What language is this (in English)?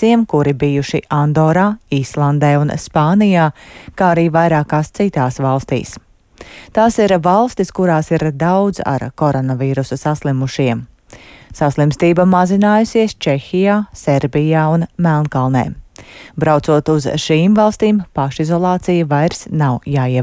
Latvian